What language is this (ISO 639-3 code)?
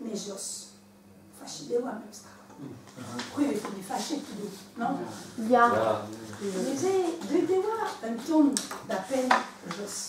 bre